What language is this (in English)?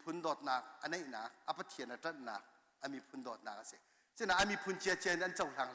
Hakha Chin